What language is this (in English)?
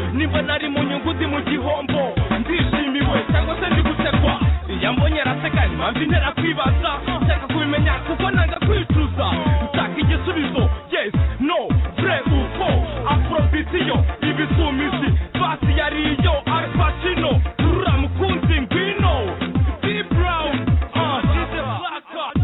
Kinyarwanda